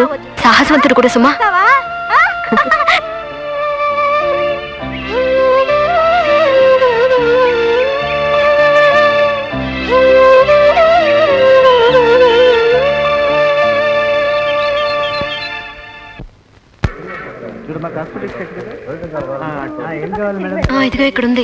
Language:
Telugu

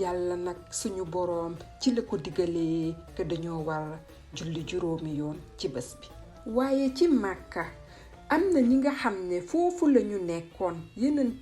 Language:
Wolof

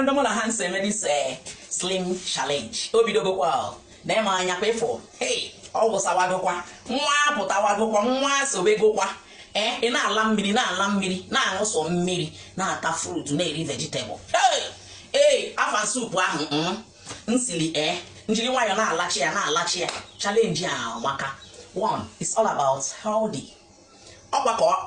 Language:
Igbo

